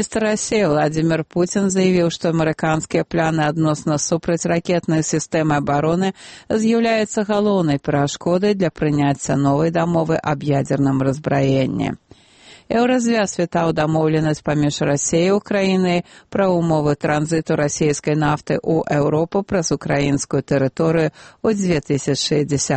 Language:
Belarusian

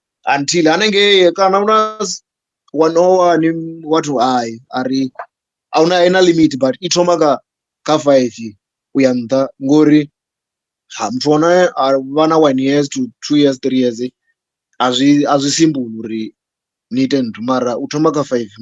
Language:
Venda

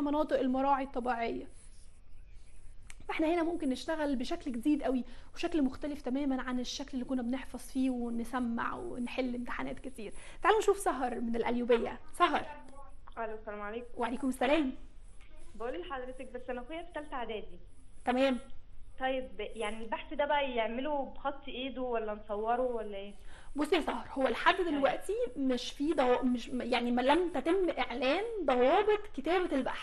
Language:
Egyptian Arabic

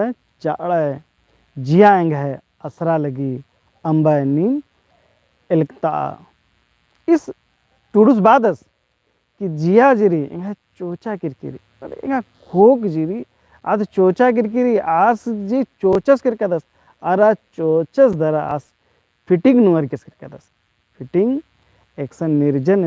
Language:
Kurukh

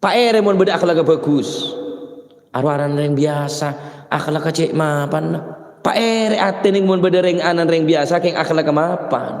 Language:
Madurese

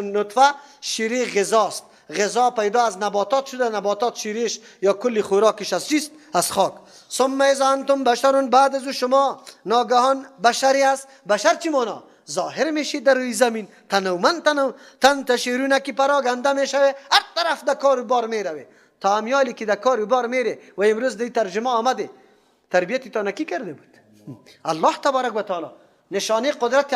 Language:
Persian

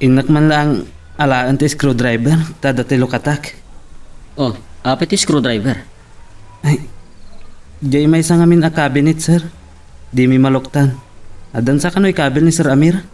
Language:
Iloko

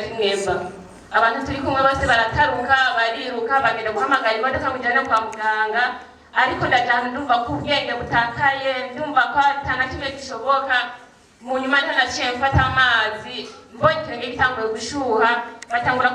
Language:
Rundi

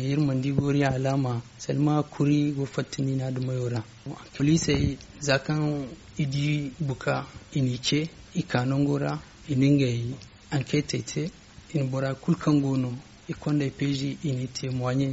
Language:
Zarma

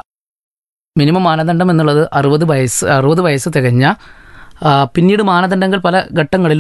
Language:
Malayalam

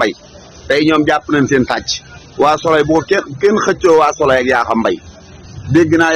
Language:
Wolof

